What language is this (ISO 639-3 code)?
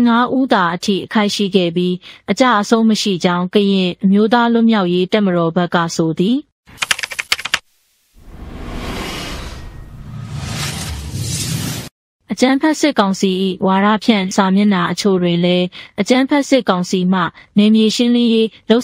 mya